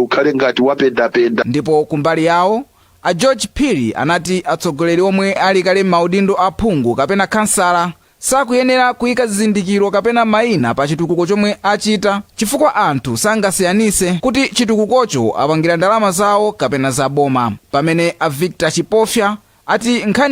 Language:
Nyanja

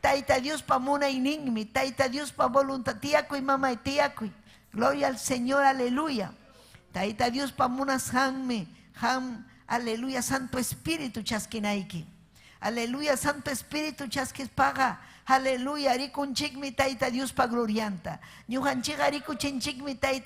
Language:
Ayacucho Quechua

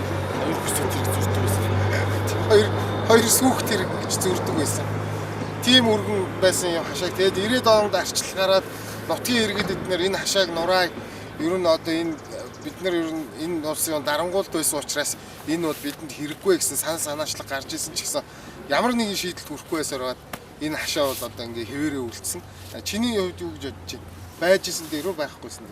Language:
Mongolian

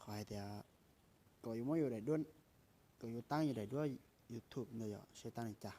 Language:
Hmong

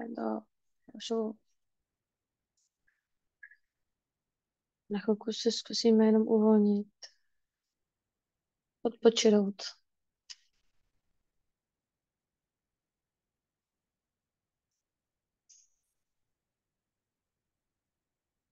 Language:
Czech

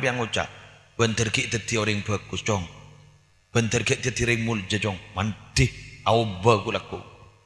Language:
Madurese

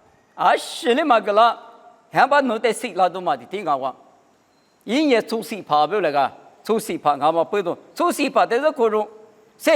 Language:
Lisu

